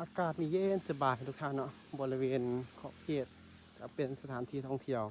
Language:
Lao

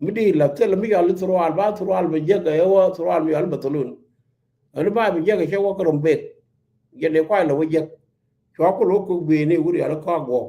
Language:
Nuer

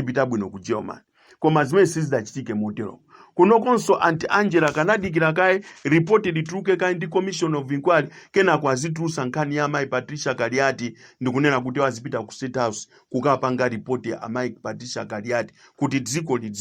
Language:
Nyanja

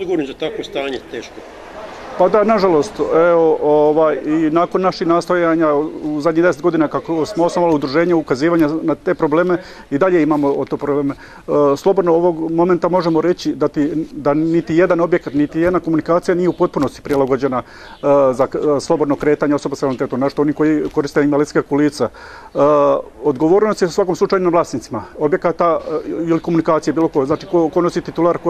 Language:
Bosnian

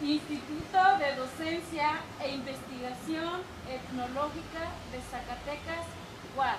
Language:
Eastern Huasteca Nahuatl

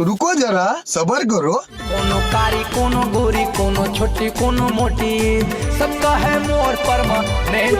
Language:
Chhattisgarhi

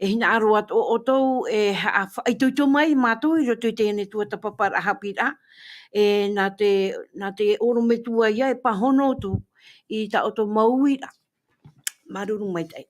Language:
Tahitian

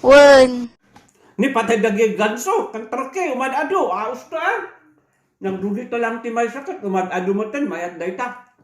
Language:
Iloko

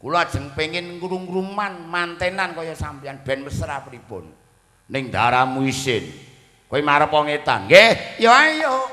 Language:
Javanese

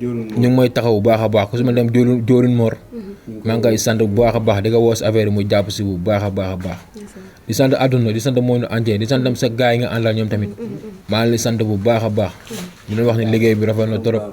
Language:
Wolof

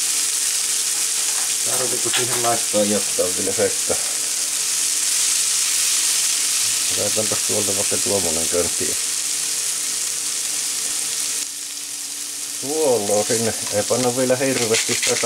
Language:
Finnish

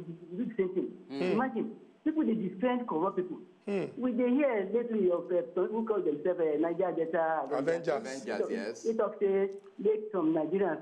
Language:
Nigerian Pidgin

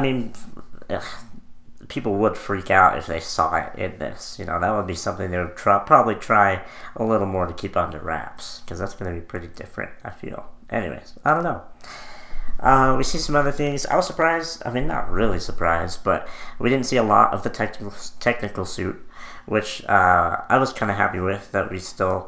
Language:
English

